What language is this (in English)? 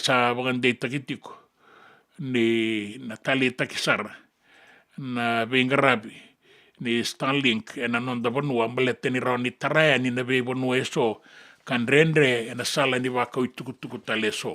Fijian